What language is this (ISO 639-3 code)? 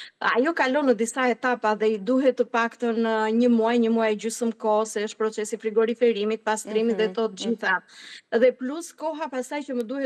sqi